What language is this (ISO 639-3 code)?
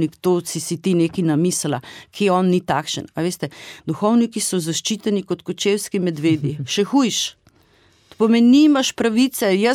slv